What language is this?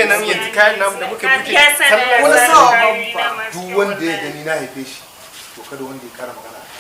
Hausa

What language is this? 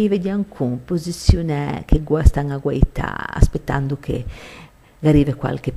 Ligurian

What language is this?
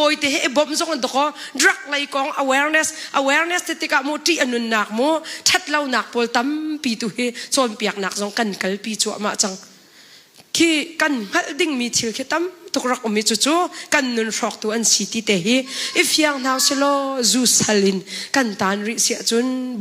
Hakha Chin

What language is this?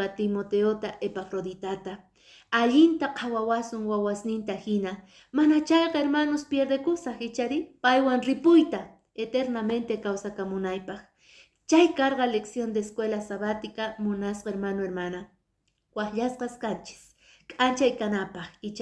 Quechua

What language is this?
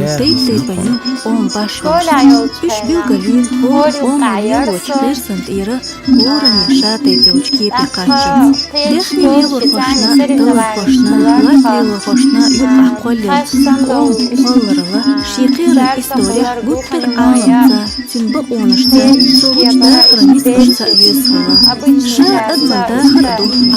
Chechen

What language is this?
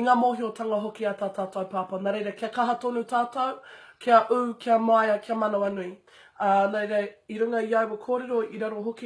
Māori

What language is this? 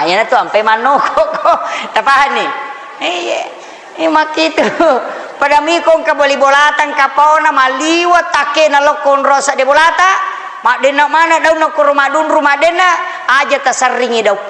Buginese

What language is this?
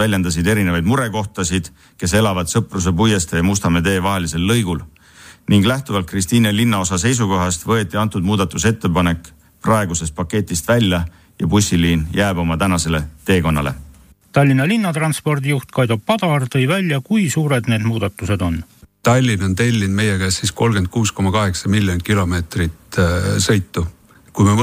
Estonian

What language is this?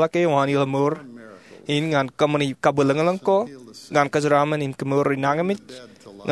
Marshallese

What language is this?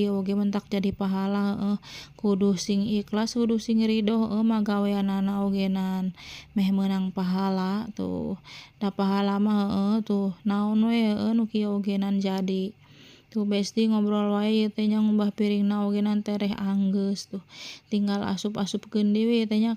Sundanese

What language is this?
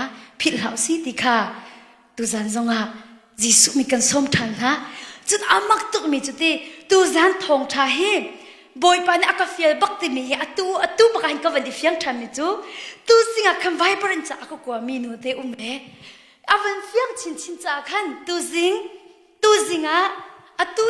Hakha Chin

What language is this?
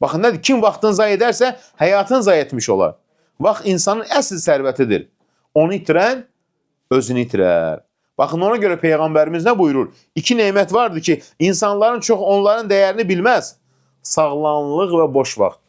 Azerbaijani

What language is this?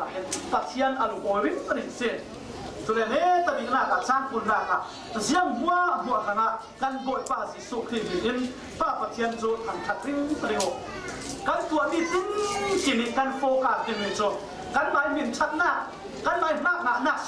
Falam Chin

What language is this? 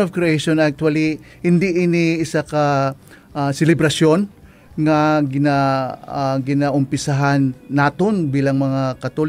Hiligaynon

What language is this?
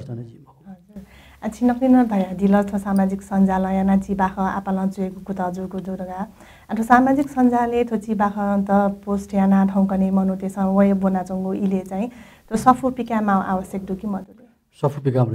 Newari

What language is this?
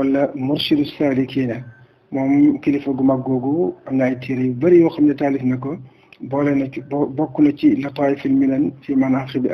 Wolof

